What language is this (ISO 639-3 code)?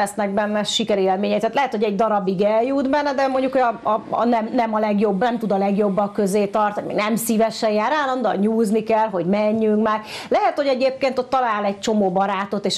hun